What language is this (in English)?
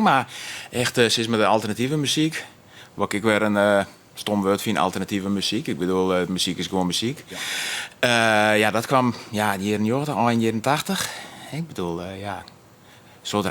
Western Frisian